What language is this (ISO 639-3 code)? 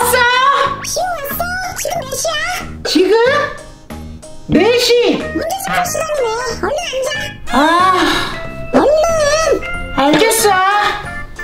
kor